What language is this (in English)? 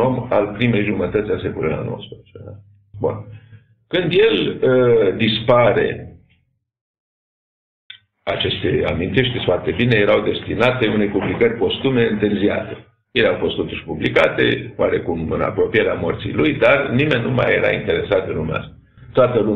Romanian